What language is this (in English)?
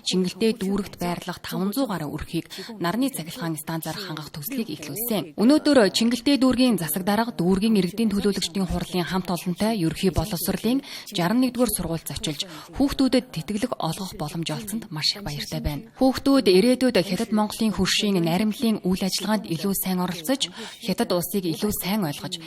Mongolian